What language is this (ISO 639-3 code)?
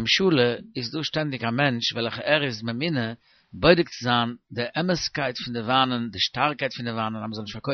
yid